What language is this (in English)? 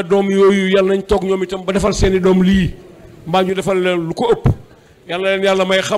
Wolof